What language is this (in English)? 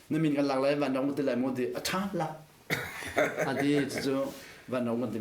Hakha Chin